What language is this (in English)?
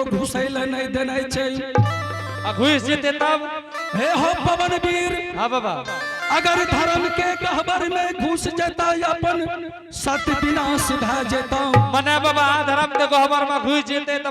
Angika